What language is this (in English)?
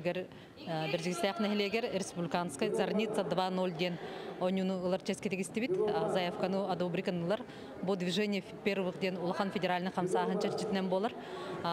Yakut